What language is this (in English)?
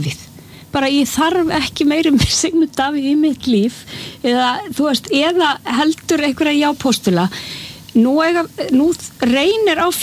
Icelandic